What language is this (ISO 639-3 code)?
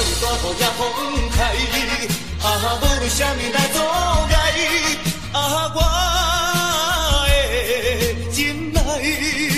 nan